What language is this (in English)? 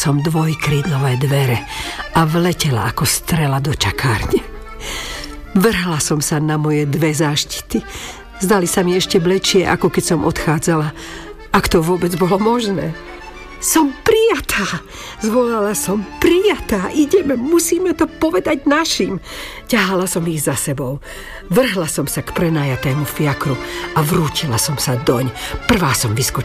Slovak